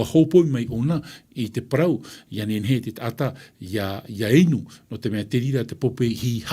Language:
Tahitian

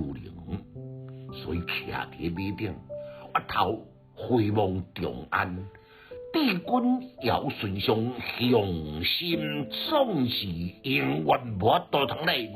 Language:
Min Nan Chinese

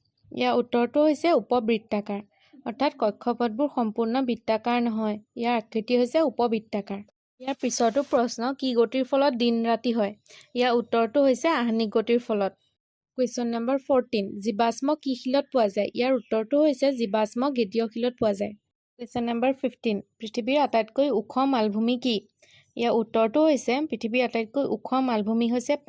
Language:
Assamese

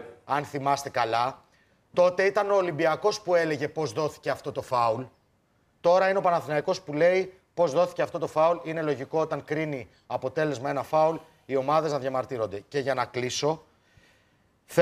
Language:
Greek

